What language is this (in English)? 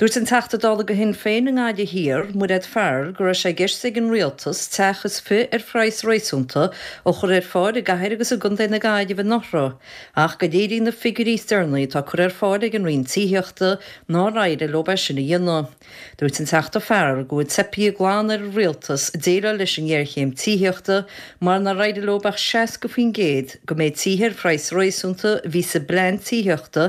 Irish